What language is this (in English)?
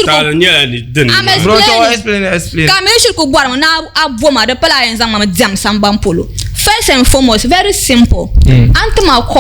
Dagbani